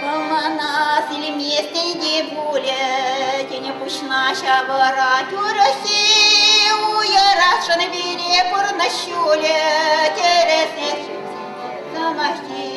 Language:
Chuvash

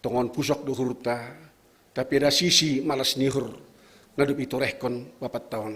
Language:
Batak Simalungun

